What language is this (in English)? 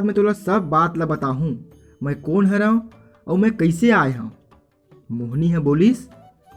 Chhattisgarhi